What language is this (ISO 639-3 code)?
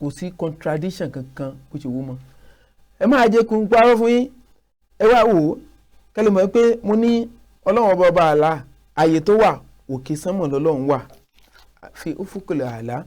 yor